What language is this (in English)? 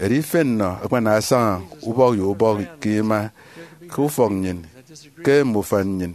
Efik